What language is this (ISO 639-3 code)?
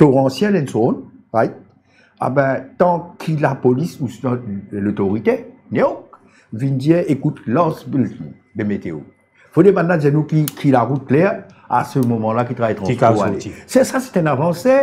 mfe